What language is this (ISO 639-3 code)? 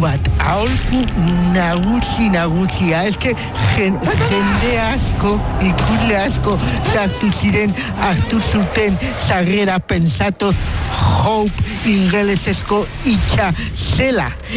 eus